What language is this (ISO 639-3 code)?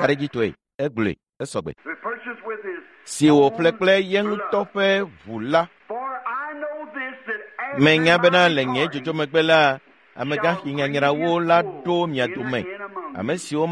ewe